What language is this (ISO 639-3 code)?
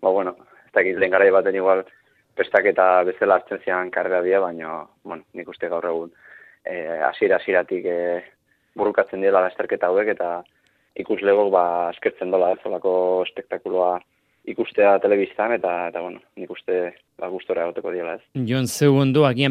eus